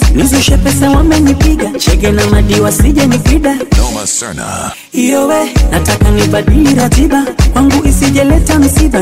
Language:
Swahili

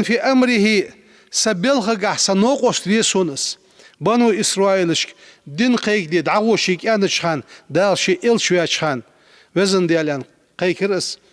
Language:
Ingush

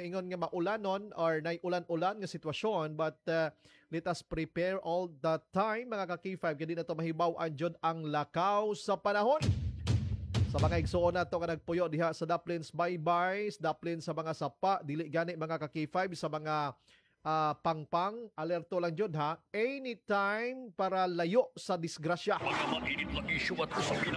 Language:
Cebuano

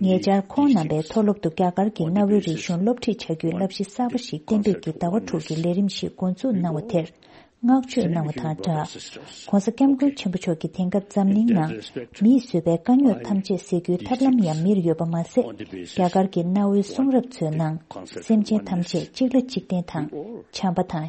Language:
Tibetan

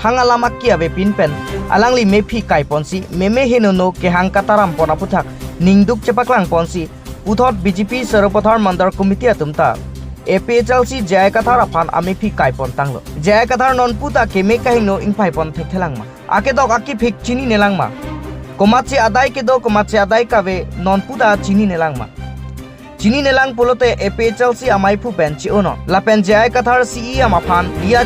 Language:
Karbi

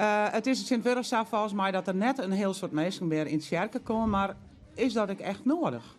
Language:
Western Frisian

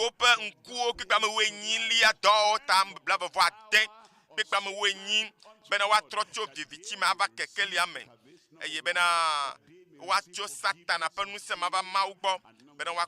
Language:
Ewe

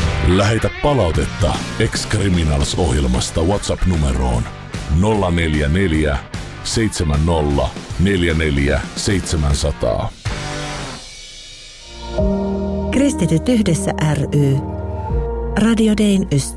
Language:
Finnish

